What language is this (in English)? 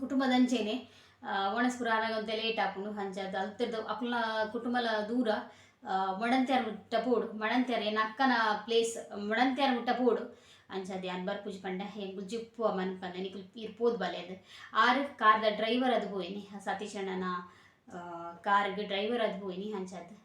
Tulu